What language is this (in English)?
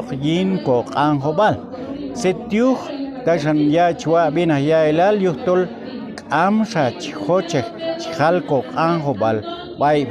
Q'anjob'al